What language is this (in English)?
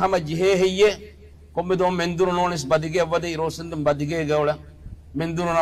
Divehi